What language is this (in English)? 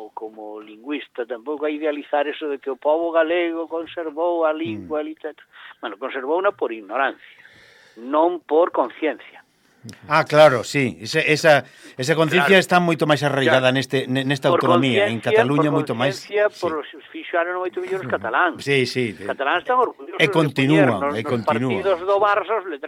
Galician